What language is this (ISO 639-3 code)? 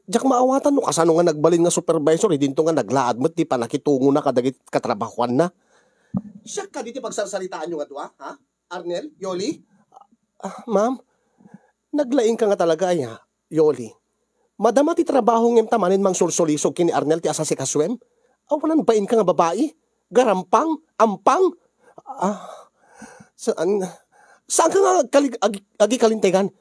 ilo